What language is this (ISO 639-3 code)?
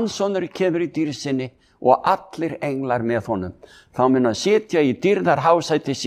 isl